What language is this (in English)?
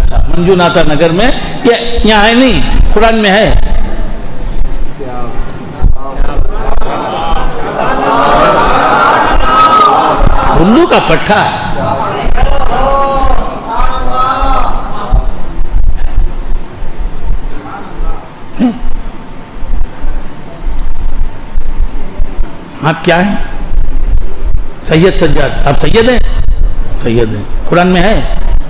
Urdu